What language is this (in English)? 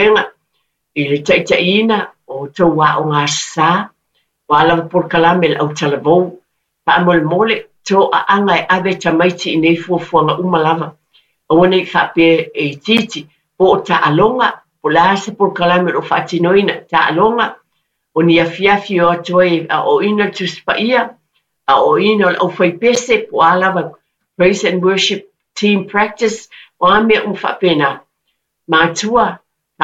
Samoan